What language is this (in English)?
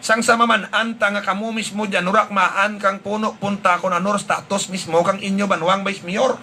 Hiligaynon